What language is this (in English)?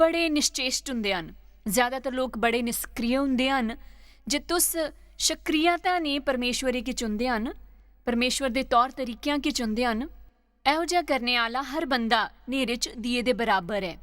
Dogri